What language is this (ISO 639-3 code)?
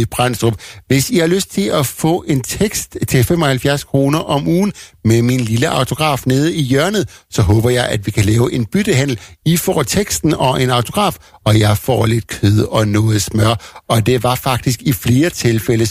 dan